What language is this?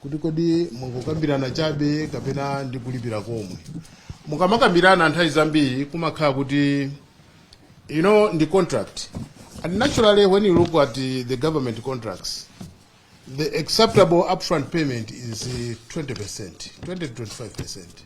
Nyanja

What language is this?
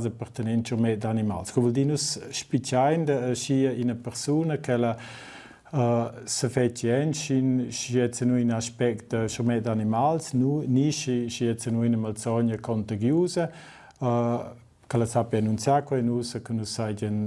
Romansh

